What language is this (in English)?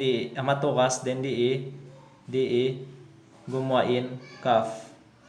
Tausug